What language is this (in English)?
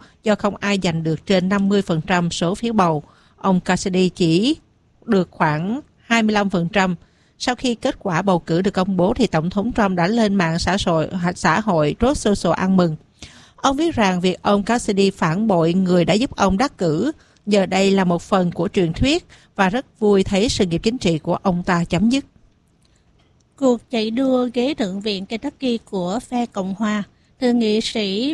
Vietnamese